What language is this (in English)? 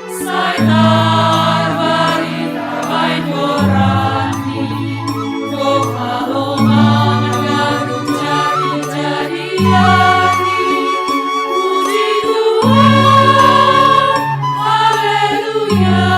Batak Simalungun